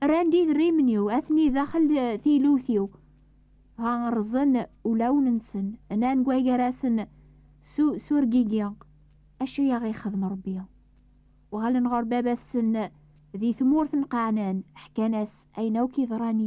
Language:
Kabyle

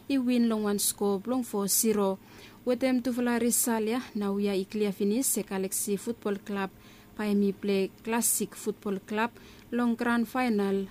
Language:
Bislama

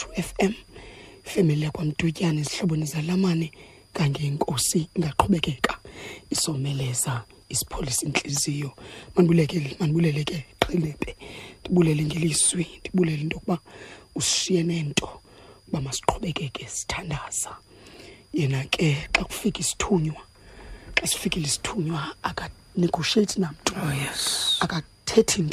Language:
Xhosa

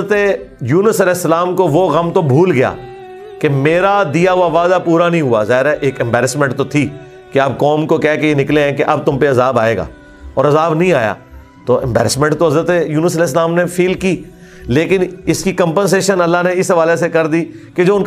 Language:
Urdu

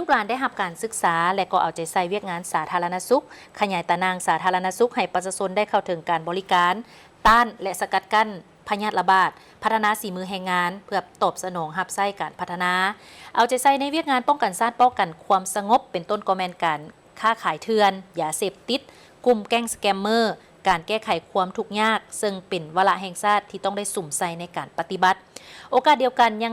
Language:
Lao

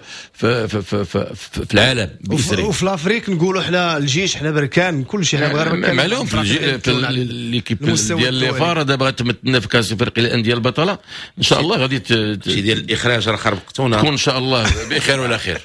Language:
Moroccan Arabic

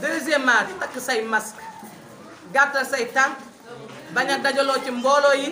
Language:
Wolof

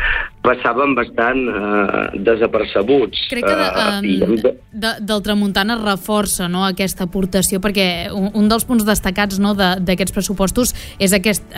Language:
Catalan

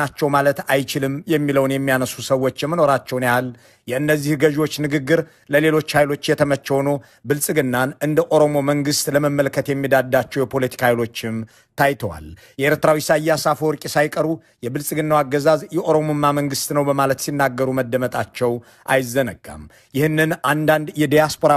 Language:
Amharic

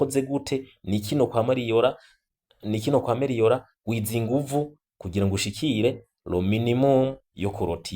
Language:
Rundi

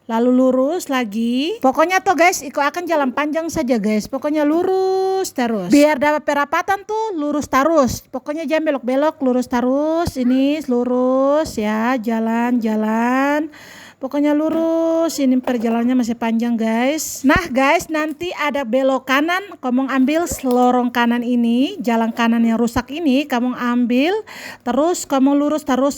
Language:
Ambonese Malay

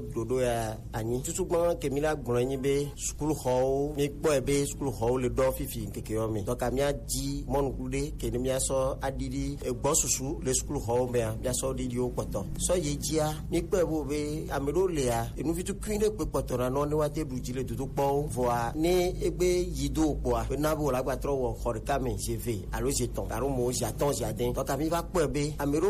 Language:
Gen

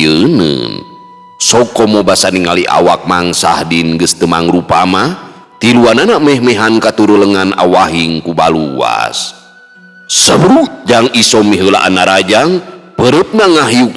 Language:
Sundanese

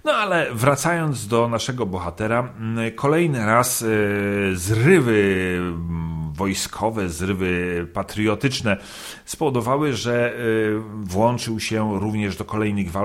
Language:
Polish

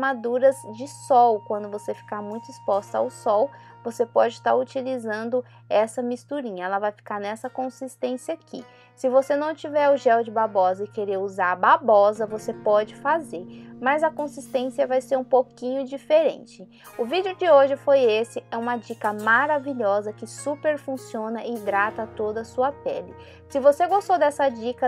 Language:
Portuguese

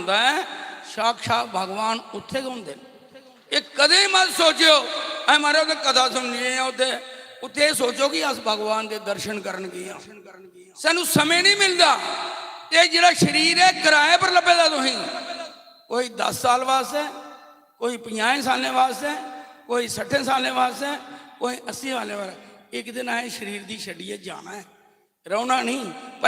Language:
Dogri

